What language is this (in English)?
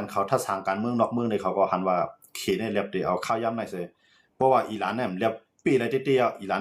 Shan